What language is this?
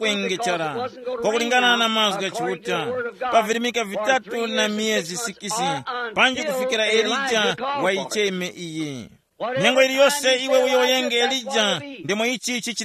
Tumbuka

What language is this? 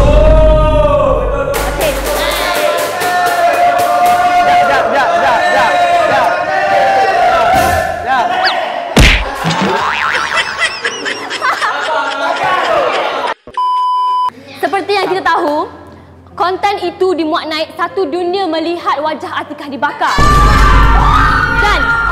Malay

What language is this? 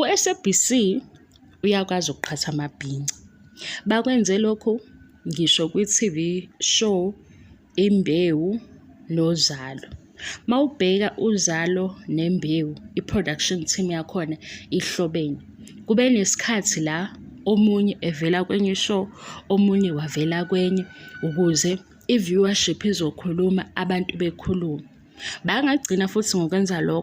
Zulu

